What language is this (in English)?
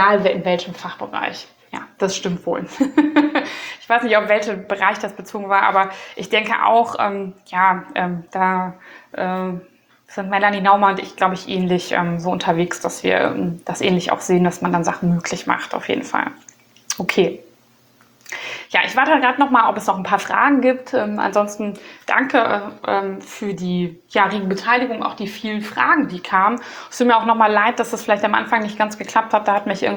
German